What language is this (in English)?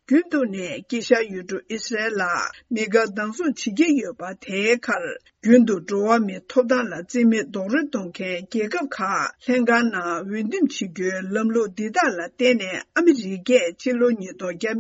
Tibetan